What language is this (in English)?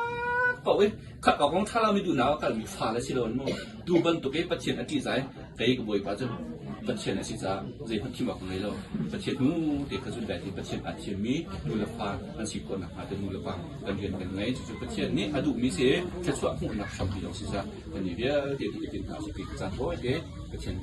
Hakha Chin